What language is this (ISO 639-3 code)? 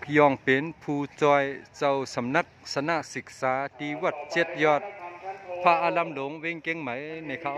shn